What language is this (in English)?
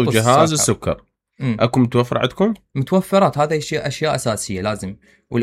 Mesopotamian Arabic